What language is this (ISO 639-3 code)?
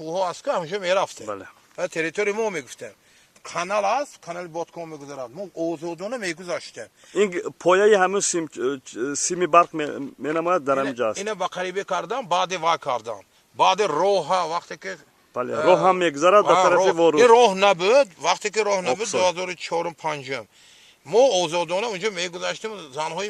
tgk